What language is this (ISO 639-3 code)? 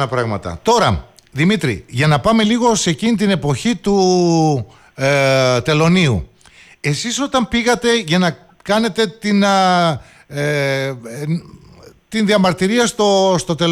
ell